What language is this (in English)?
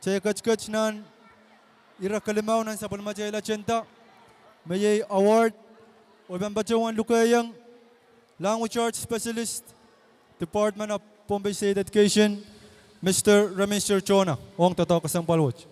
Pohnpeian